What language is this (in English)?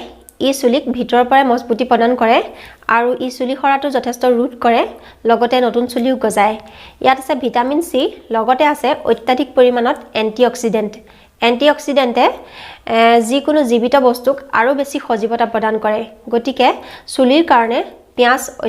Assamese